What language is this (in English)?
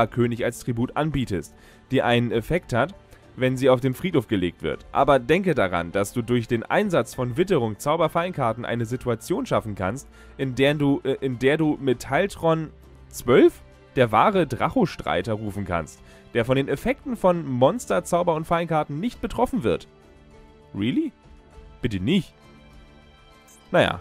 German